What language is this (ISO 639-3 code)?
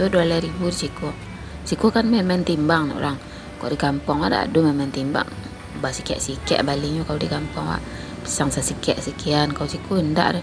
min